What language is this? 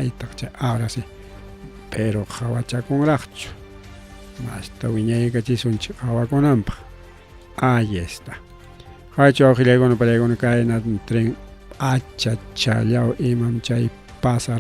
Ayacucho Quechua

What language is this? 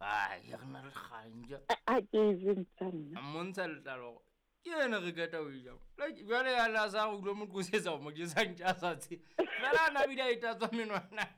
Southern Sotho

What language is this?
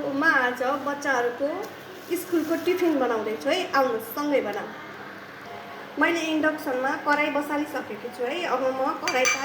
Nepali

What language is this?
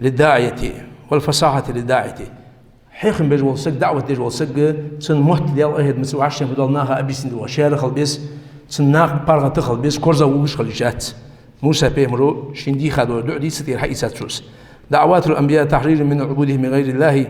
Ingush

